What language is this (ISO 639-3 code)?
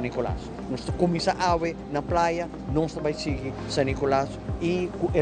pap